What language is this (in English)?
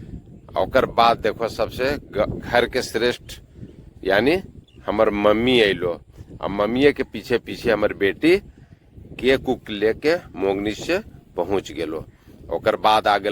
Magahi